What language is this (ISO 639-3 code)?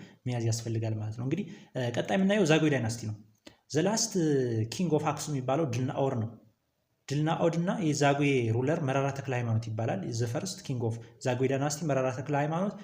amh